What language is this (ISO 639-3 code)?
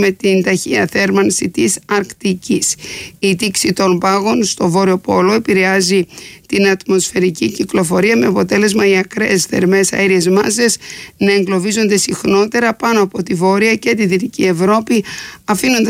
ell